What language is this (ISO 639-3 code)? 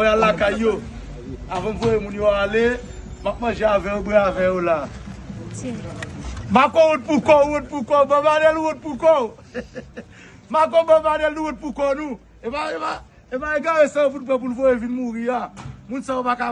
hat